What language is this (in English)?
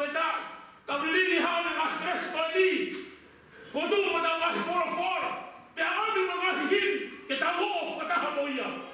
Tongan